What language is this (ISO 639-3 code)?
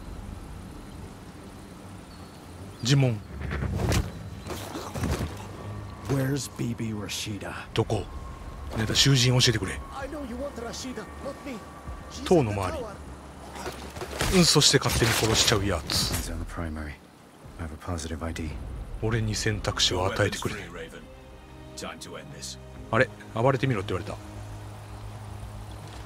jpn